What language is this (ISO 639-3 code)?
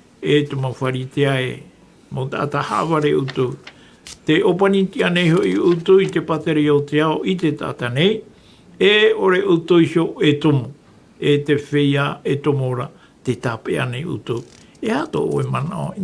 tah